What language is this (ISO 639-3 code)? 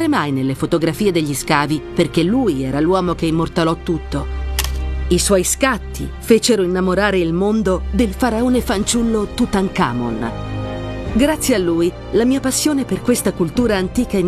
ita